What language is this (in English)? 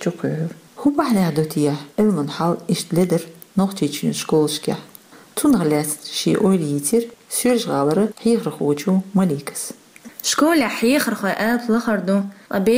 Chechen